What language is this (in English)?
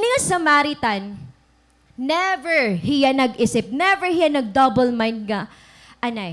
Waray